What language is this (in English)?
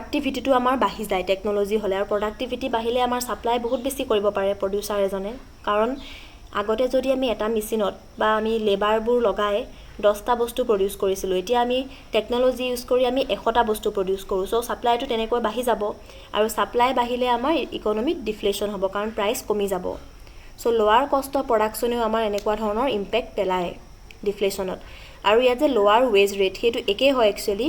Assamese